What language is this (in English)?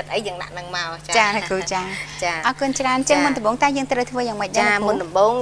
Khmer